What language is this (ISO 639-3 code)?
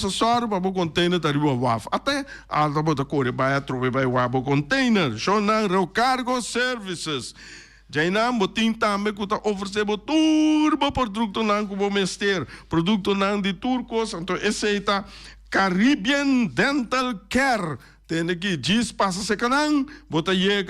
pap